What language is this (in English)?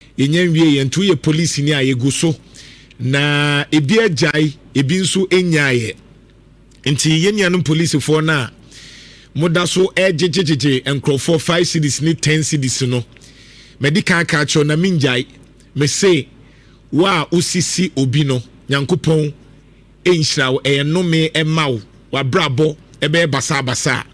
Akan